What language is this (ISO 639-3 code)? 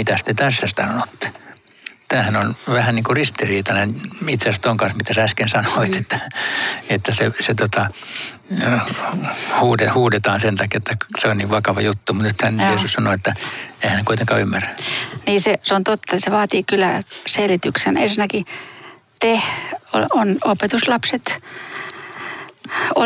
fin